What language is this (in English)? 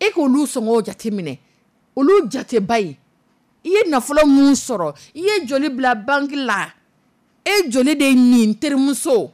Dyula